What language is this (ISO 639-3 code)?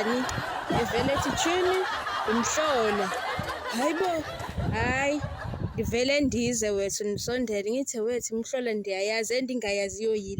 zul